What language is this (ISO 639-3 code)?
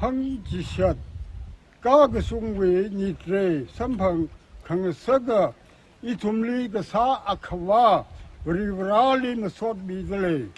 nmf